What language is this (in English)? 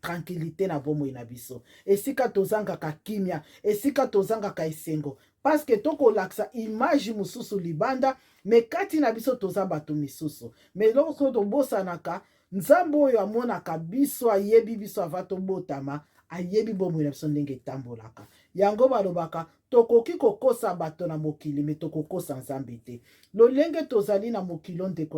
Lingala